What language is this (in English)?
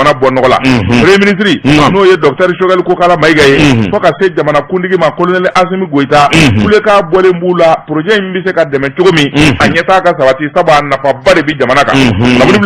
Bambara